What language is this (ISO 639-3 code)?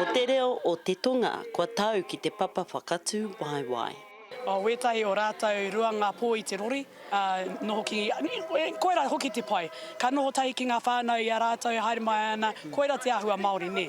mri